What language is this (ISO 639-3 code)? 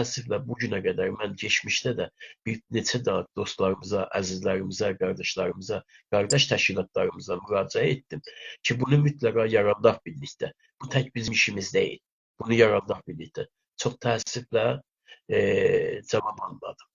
azb